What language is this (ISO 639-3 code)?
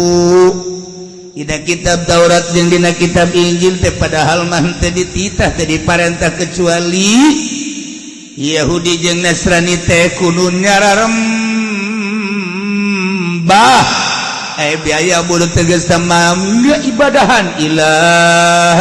sun